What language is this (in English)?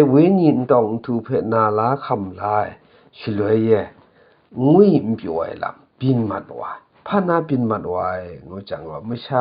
Kachin